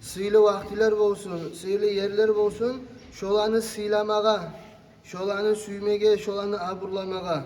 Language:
Kumyk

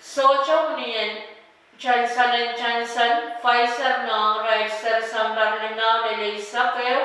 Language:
Pohnpeian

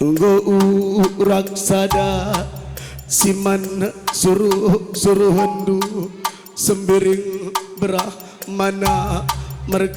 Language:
Batak Karo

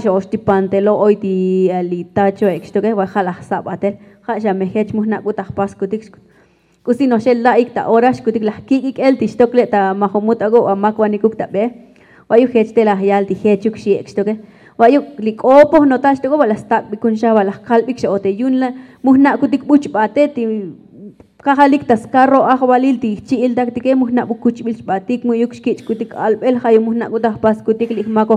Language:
Tzotzil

